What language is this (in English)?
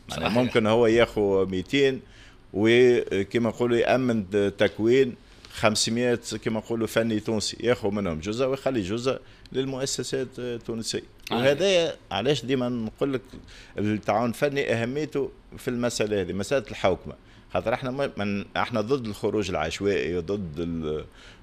Tunisian Arabic